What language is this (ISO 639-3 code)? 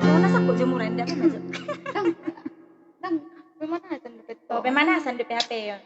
bbc